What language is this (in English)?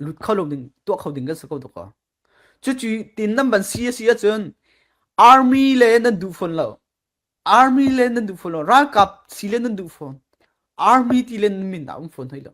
Falam Chin